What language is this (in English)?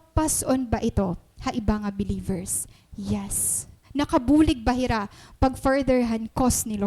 Waray